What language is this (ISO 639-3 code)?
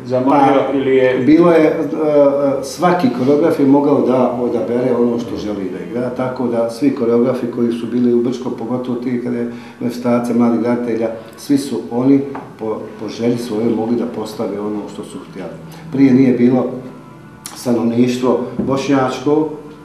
bos